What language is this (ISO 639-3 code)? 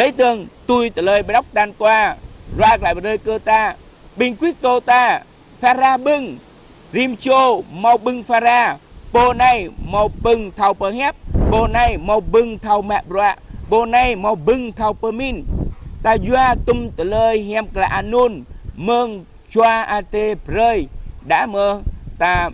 jra